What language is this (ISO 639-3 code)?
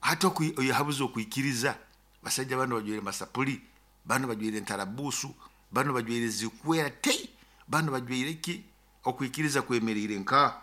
nyo